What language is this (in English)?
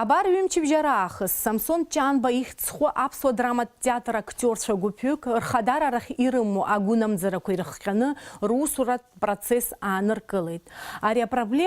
Abkhazian